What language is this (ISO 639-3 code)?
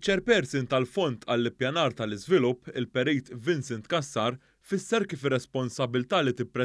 mlt